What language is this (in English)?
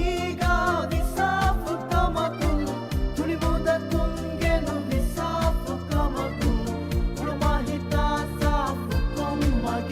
Divehi